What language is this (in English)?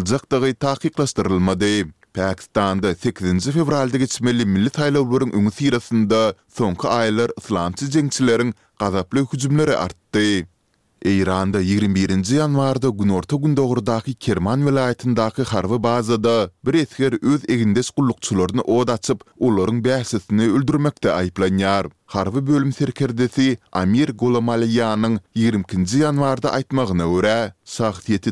Turkmen